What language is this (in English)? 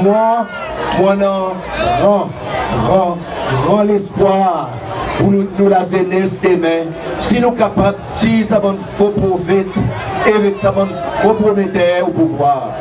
Seselwa Creole French